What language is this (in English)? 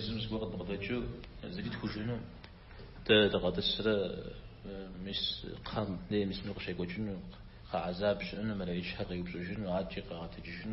Kabardian